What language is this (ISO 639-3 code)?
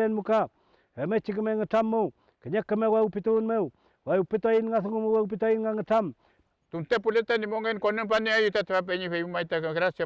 arn